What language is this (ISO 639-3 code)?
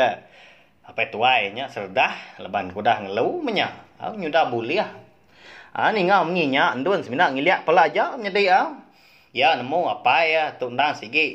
iba